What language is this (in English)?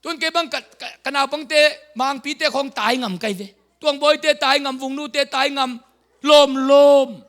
Tedim Chin